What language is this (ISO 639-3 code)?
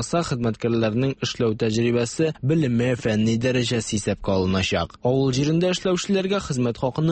tat